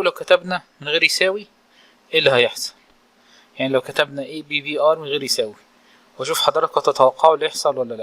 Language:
Egyptian Arabic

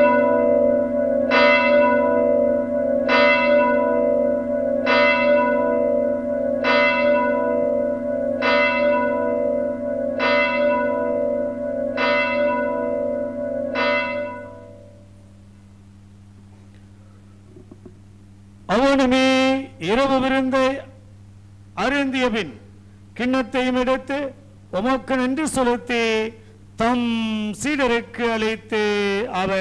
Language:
Tamil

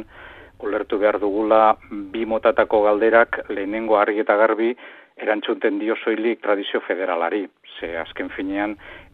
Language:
Basque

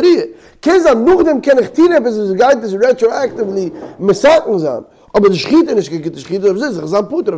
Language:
Yiddish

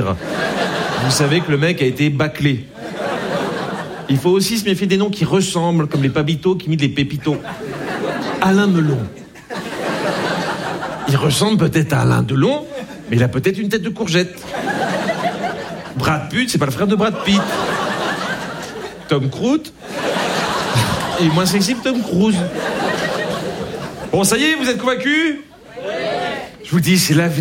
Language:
French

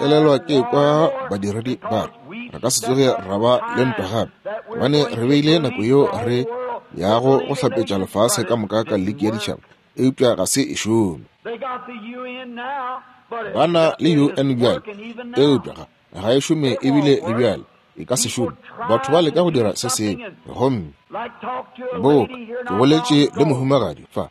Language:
Northern Sotho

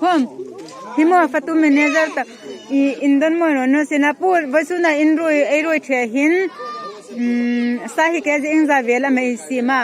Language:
Hmar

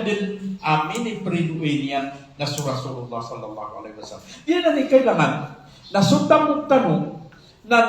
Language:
Maranao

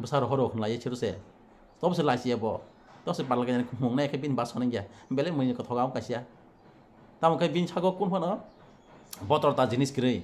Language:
Kok Borok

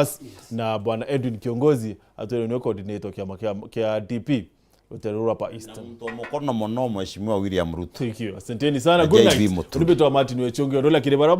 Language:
Meru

